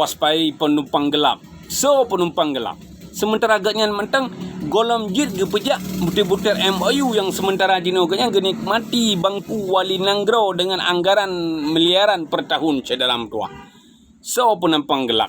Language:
Achinese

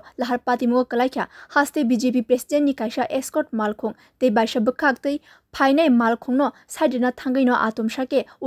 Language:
Kok Borok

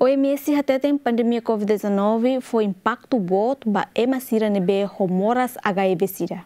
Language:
Tetum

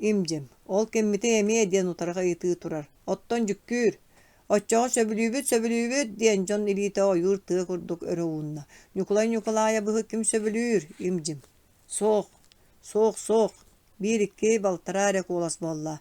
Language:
Yakut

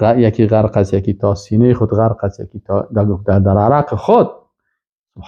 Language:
Persian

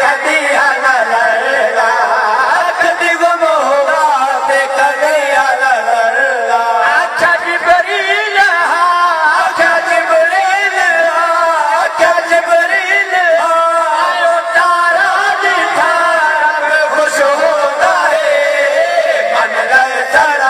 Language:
Saraiki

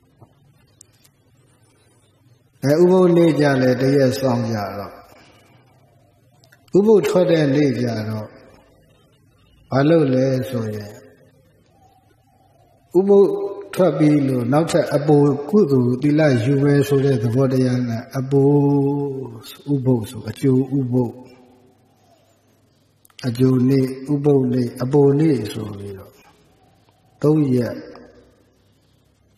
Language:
Burmese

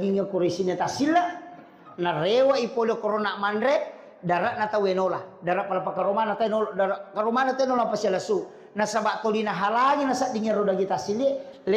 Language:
Buginese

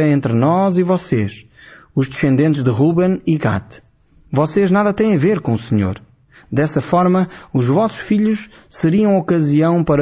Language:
Portuguese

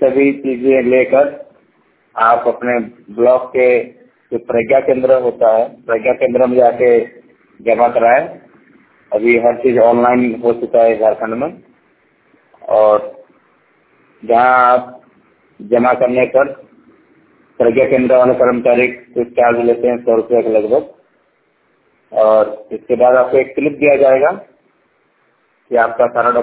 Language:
Hindi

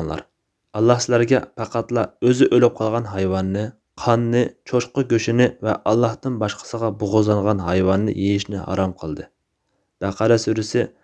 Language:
Uyghur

